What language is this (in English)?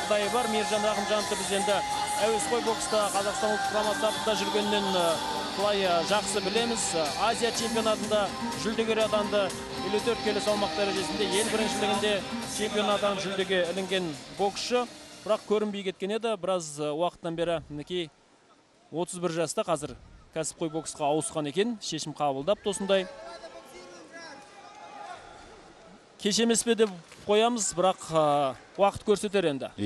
Kazakh